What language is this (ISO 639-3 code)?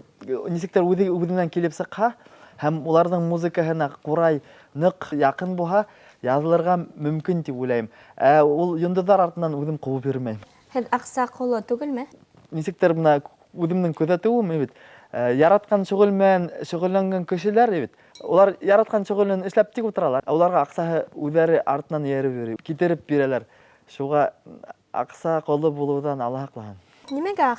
bak